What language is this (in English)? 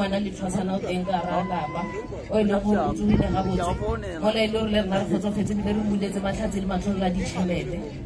Northern Sotho